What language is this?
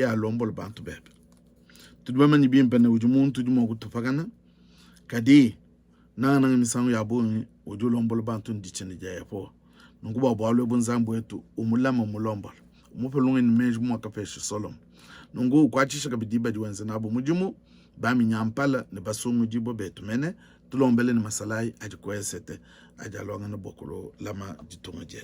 Luba-Lulua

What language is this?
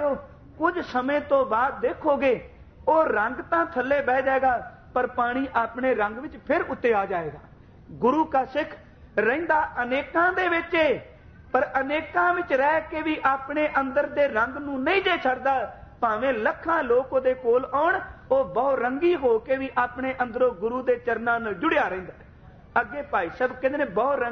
Punjabi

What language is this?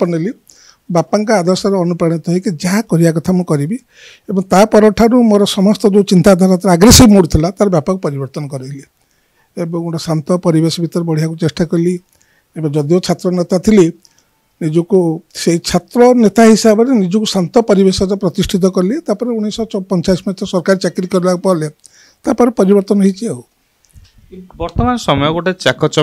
Odia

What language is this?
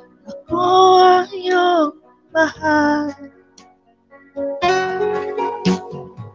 Filipino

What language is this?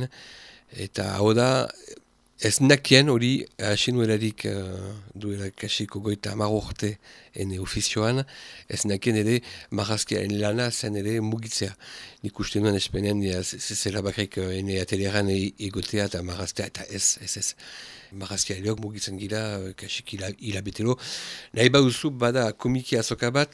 Basque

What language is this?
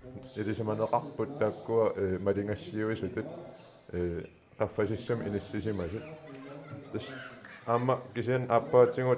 Kalaallisut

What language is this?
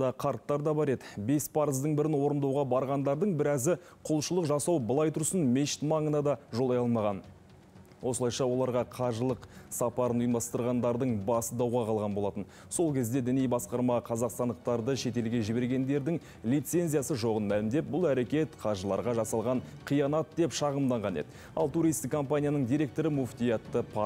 Kazakh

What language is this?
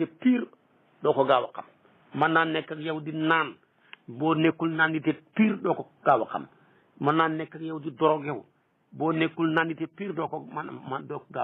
Wolof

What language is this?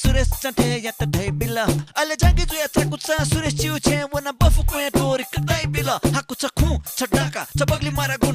Newari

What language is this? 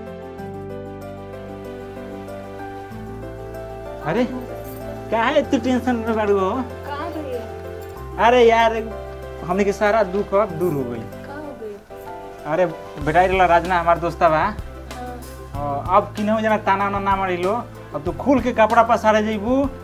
Bhojpuri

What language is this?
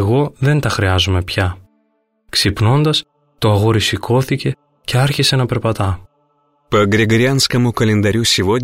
Greek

